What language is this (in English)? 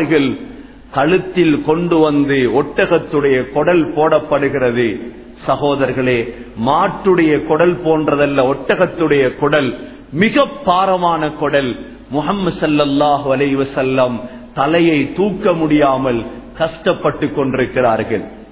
Tamil